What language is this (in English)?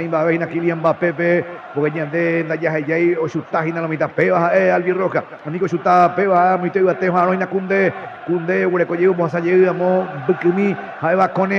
Guarani